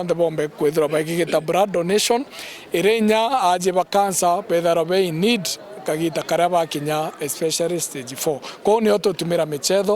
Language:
Meru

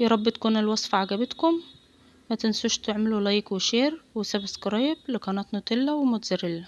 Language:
Egyptian Arabic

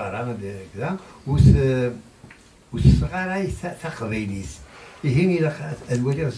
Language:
Kabyle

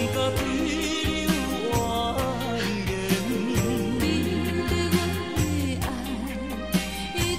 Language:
Min Nan Chinese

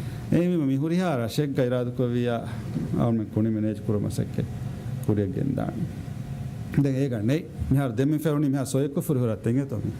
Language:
Divehi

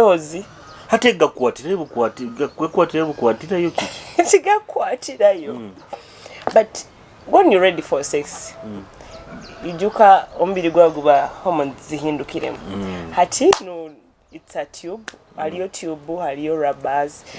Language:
Nyoro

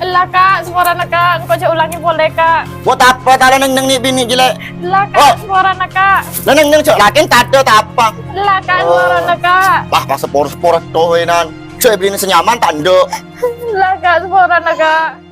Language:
Madurese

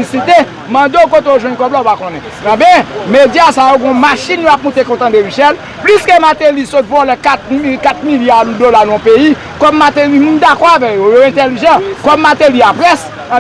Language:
Haitian Creole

